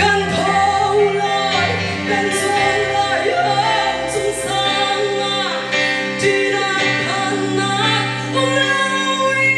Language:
Hakha Chin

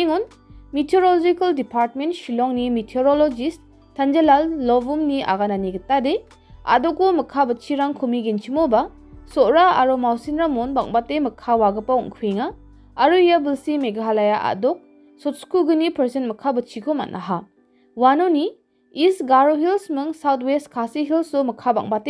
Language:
Garo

